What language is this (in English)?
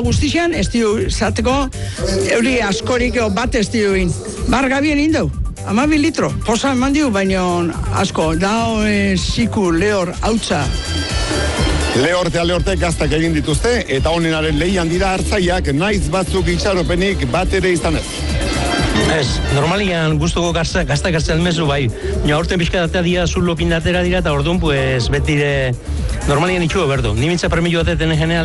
Basque